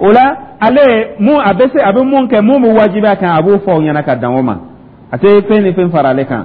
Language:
Dyula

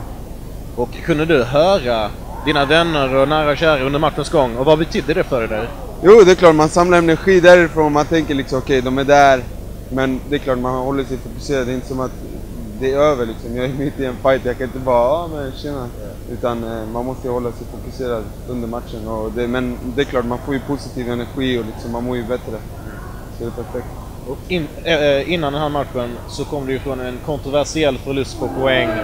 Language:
Swedish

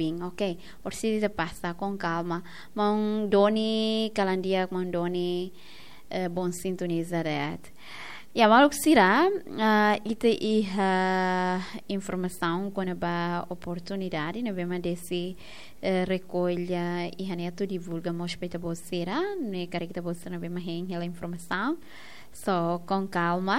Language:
Tetum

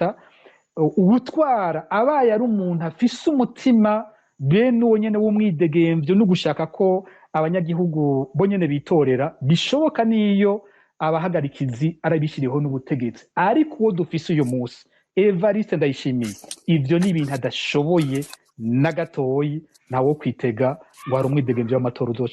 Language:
Rundi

